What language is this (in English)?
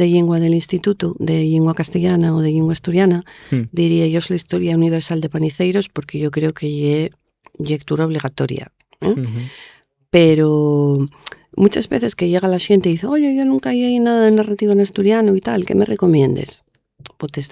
Asturian